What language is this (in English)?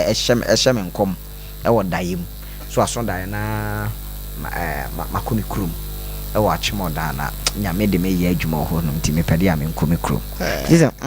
Akan